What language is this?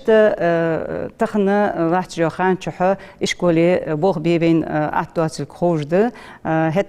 Ingush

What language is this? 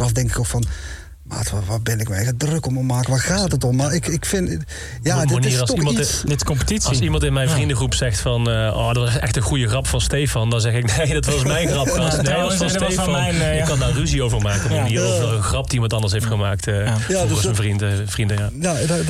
Dutch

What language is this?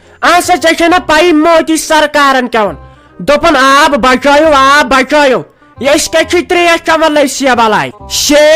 Kashmiri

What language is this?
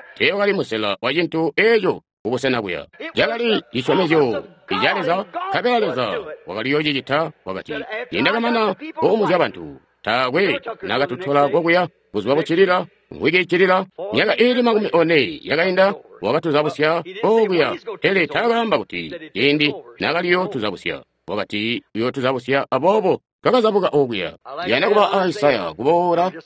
Tonga (Zambia)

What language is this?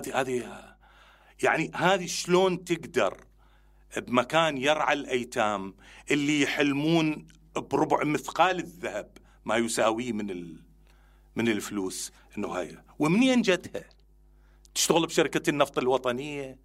Mesopotamian Arabic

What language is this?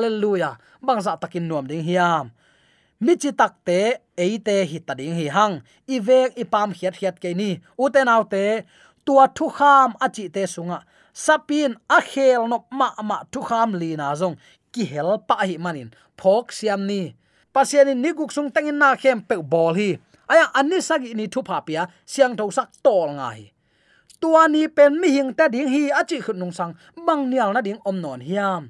Tedim Chin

